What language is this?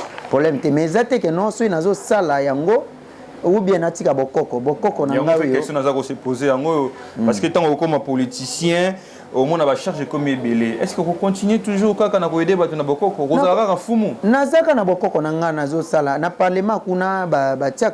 Lingala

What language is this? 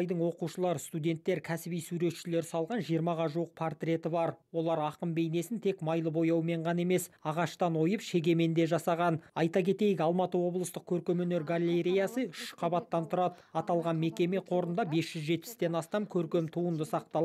Kazakh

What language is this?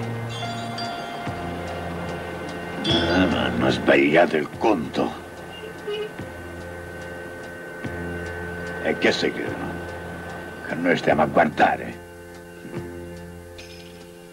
Italian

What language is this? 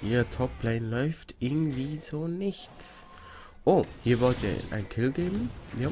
Swiss German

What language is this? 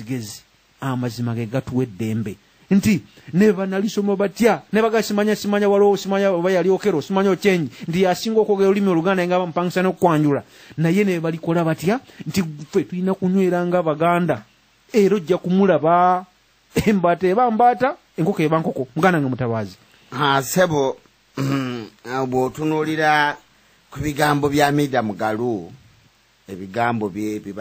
Ganda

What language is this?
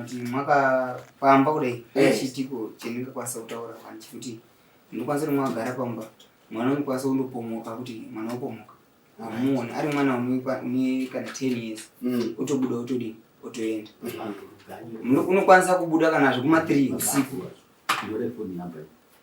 Shona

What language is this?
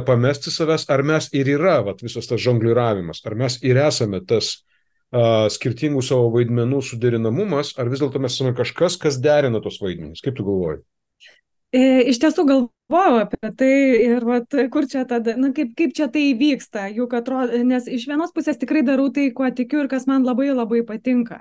Lithuanian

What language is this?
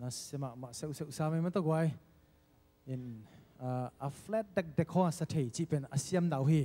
Tedim Chin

